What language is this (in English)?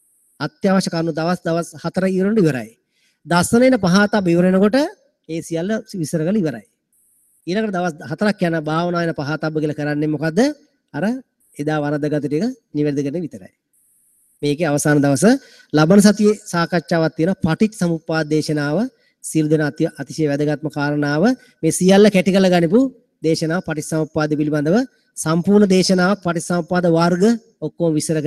Sinhala